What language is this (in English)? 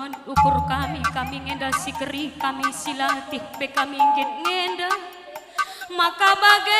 Batak Karo